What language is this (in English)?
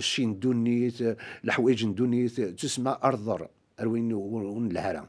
Kabyle